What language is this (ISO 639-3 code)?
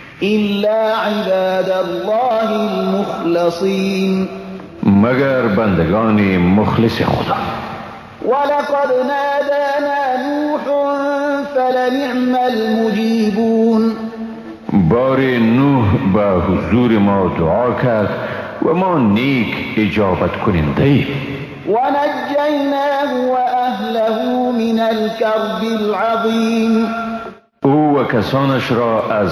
fas